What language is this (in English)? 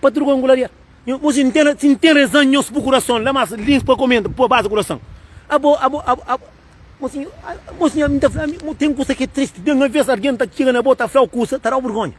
Kabuverdianu